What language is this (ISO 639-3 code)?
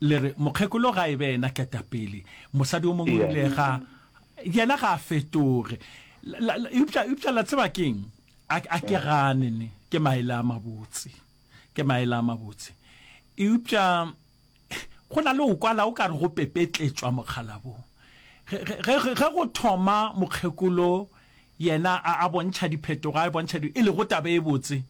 nso